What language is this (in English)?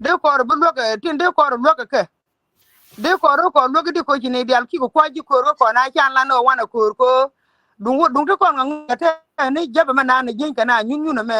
Nuer